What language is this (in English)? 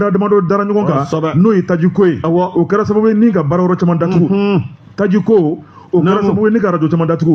Bambara